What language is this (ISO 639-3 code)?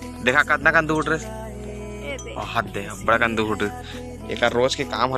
hne